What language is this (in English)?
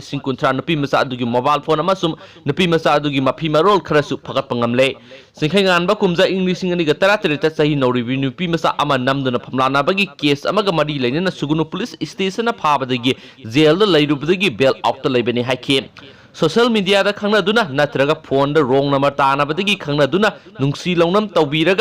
Manipuri